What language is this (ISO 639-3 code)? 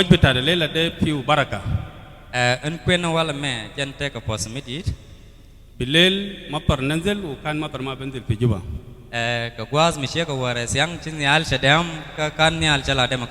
nus